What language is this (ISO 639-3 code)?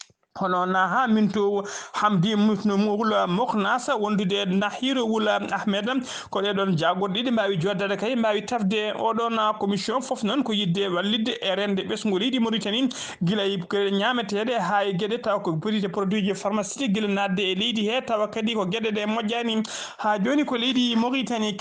ful